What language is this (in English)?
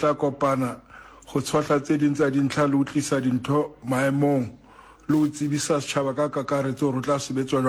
Southern Sotho